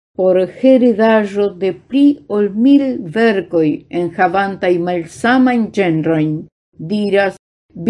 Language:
Esperanto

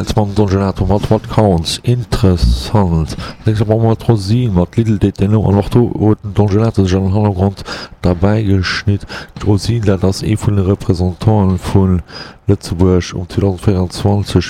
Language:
Luxembourgish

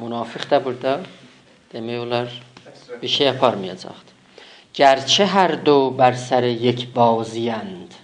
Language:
South Azerbaijani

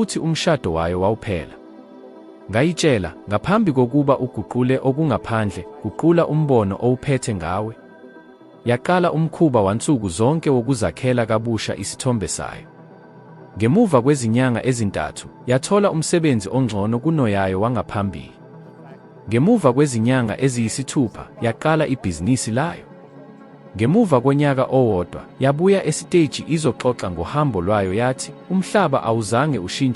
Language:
Zulu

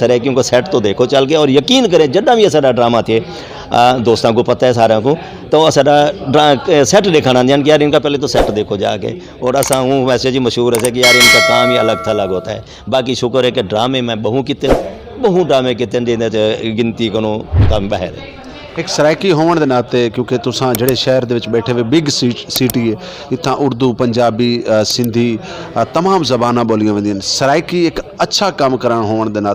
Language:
Saraiki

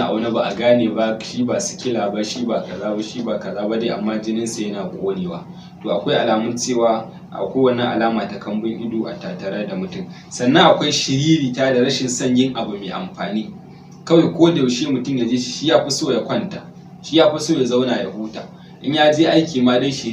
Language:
Hausa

